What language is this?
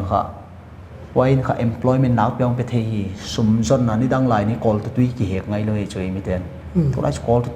Paite Chin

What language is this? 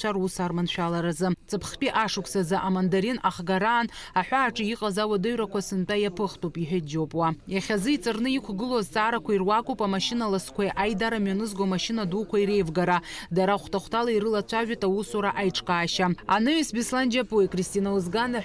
Abkhazian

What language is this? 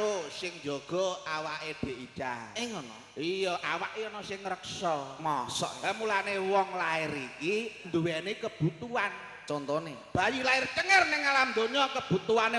Javanese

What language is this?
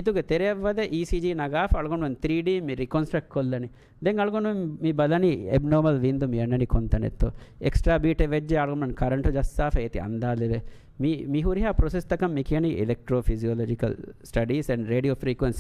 Divehi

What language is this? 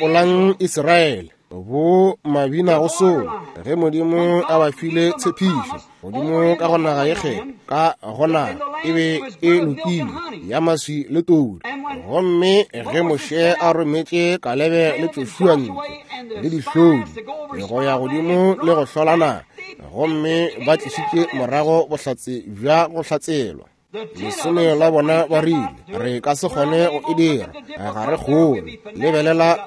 Northern Sotho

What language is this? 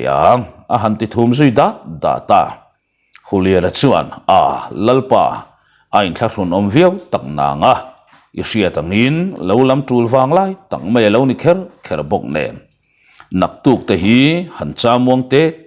Mizo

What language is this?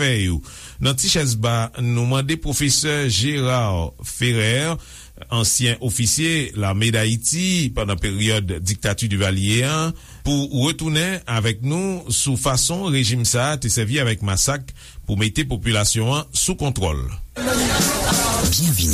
Haitian Creole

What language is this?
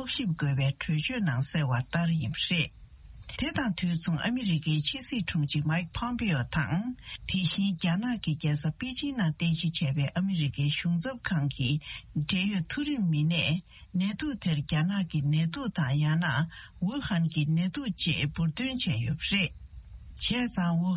Tibetan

